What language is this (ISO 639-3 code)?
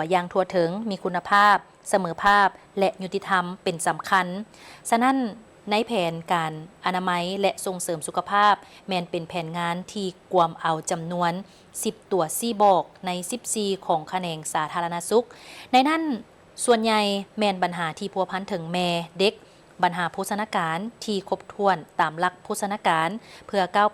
lao